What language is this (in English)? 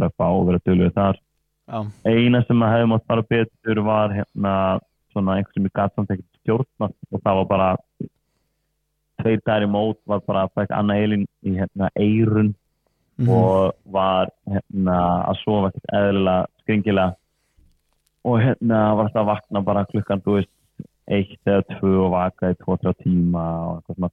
Icelandic